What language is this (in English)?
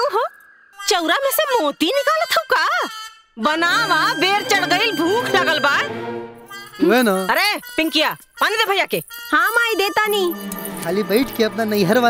Bhojpuri